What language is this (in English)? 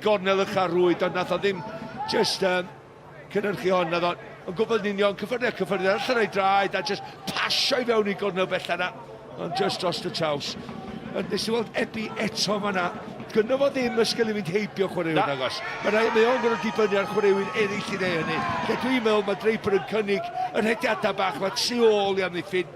Welsh